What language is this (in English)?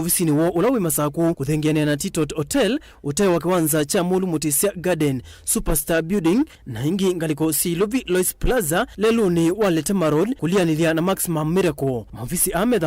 Kamba